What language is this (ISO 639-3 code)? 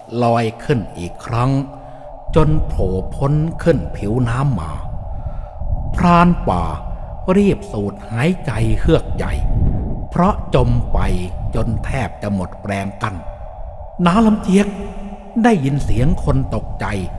tha